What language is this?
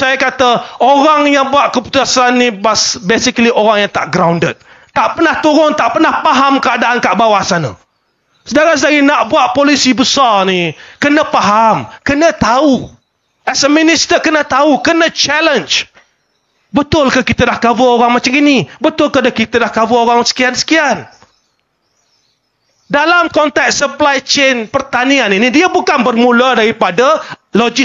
Malay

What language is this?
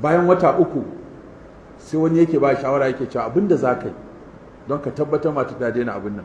Hausa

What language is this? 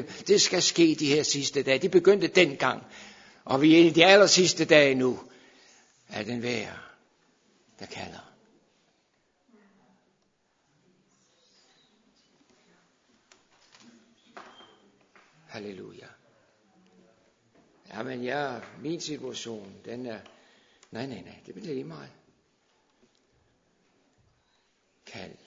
Danish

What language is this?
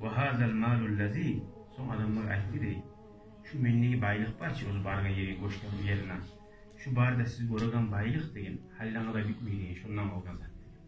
Kumyk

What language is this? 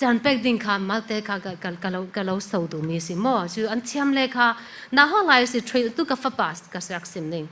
Falam Chin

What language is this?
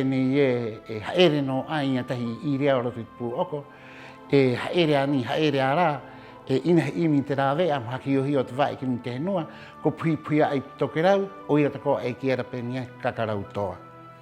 Rapanui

